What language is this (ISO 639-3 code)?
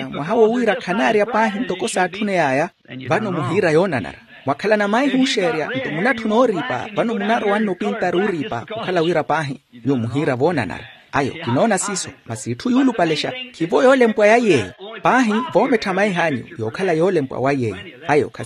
vmw